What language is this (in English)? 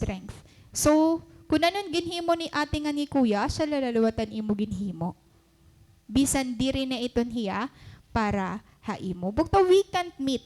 Waray